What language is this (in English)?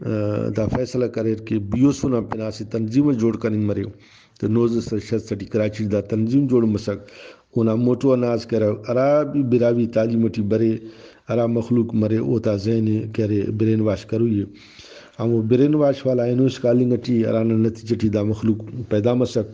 Brahui